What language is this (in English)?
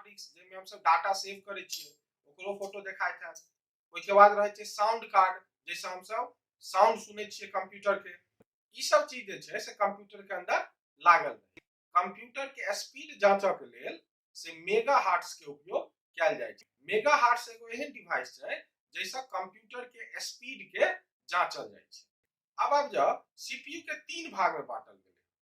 Maithili